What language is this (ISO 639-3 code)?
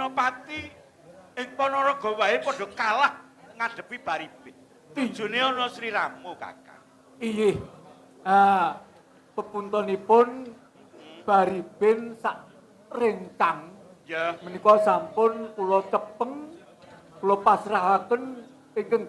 jav